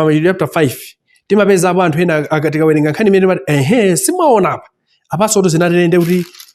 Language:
Nyanja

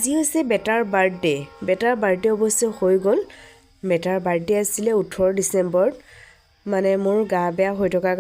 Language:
Assamese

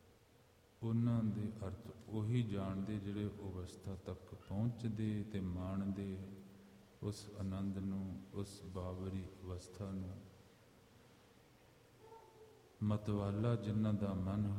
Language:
Punjabi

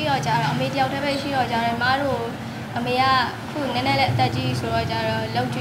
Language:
Burmese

